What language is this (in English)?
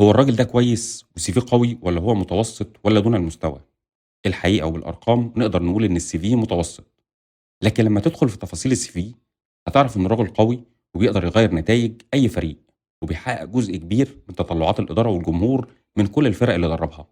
Egyptian Arabic